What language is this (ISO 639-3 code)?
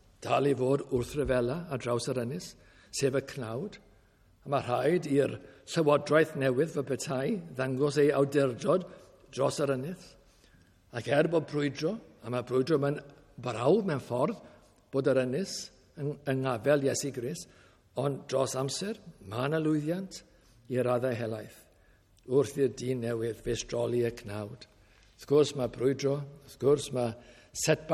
cym